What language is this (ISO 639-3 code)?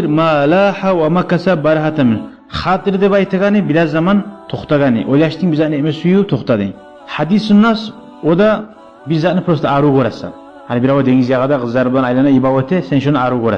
kum